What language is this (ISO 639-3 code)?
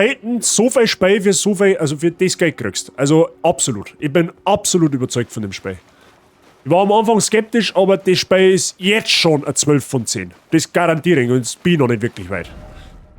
bar